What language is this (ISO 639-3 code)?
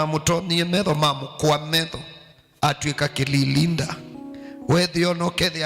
kam